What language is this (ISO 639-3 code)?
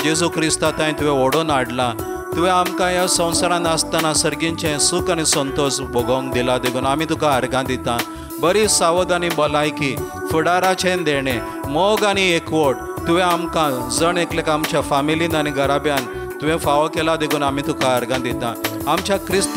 kok